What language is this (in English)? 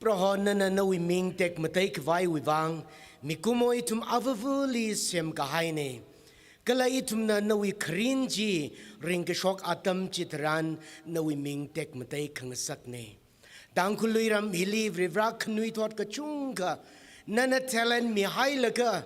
Tangkhul Naga (India)